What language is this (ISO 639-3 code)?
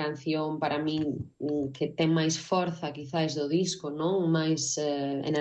glg